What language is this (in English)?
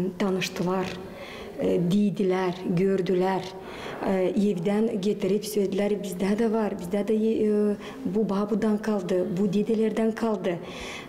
Gagauz